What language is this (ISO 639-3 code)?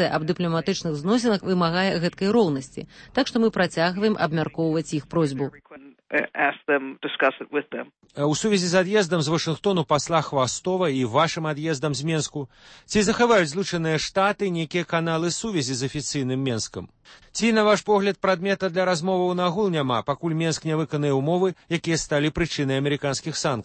bel